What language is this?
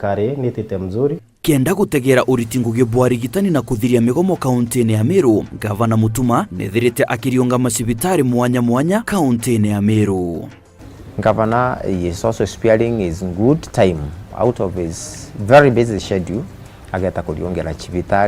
Meru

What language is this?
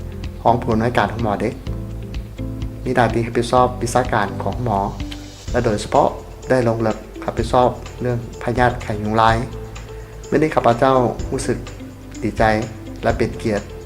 Lao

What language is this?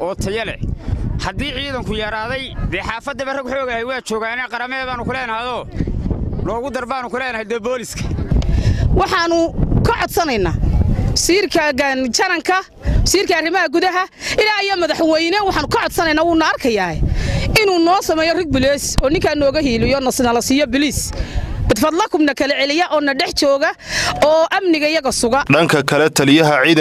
Somali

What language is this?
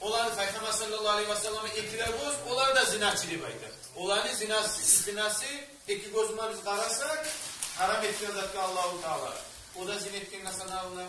Kumyk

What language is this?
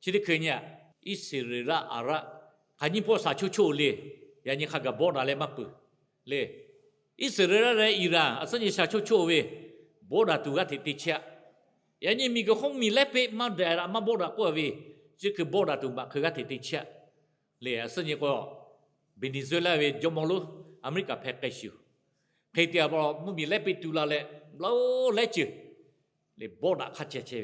Lahu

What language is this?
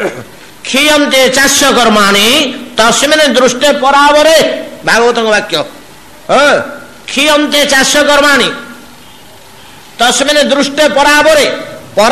Odia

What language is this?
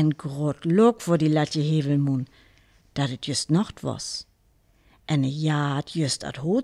Northern Frisian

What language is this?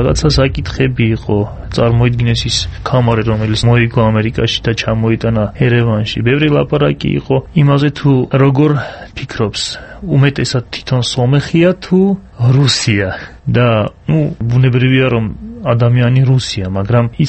Georgian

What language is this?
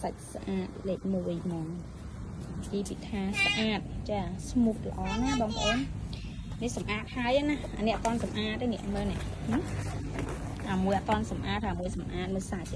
Khmer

